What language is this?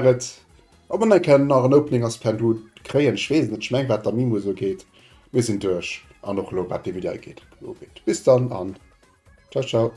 Luxembourgish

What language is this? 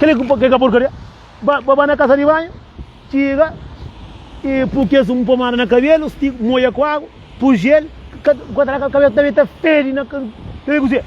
Kabuverdianu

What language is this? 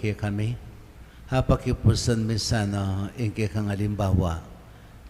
Pampanga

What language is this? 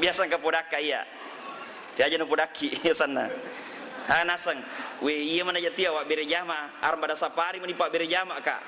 Buginese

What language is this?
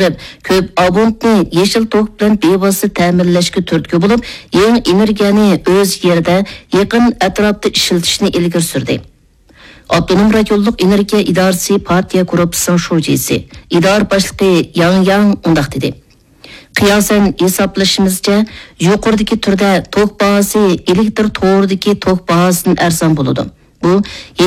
Uyghur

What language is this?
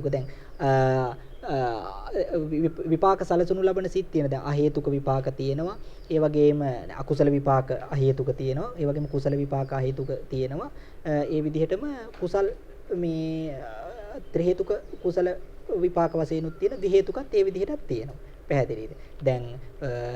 Sinhala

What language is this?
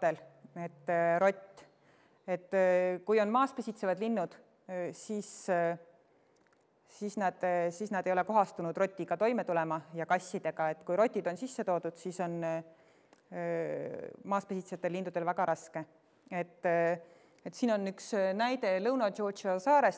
Estonian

